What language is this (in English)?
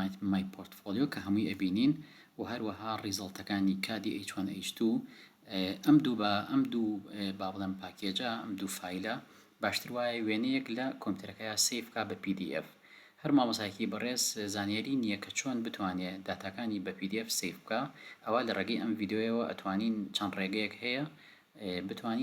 Central Kurdish